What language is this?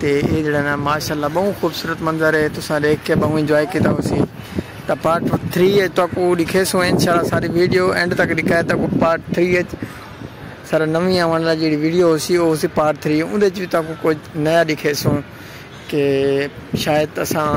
Saraiki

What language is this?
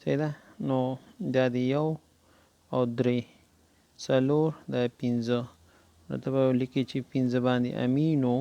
Pashto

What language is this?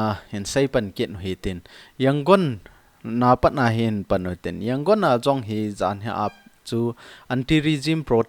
Thado Chin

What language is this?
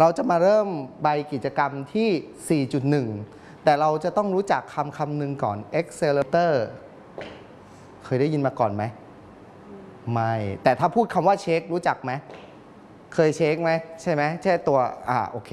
Thai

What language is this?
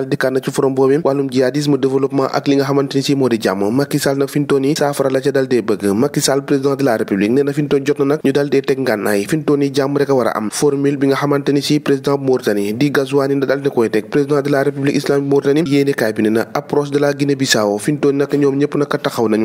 Wolof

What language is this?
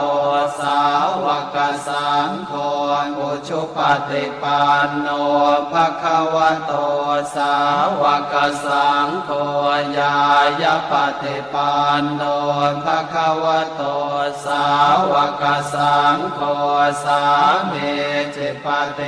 Pali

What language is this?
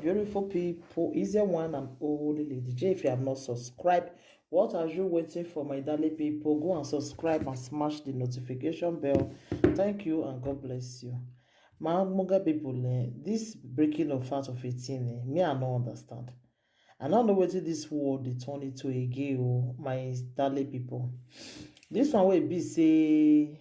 Nigerian Pidgin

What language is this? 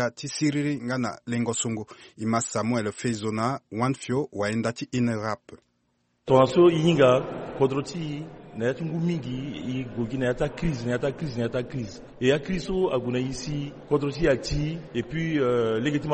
Sango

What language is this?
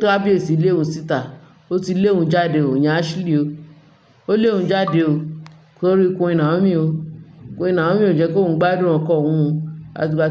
Yoruba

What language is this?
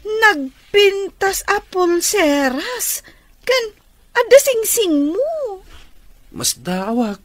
Iloko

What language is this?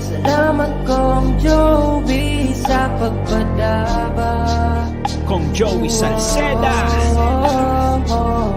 Bikol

